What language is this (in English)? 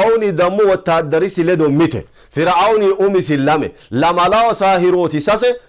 Sidamo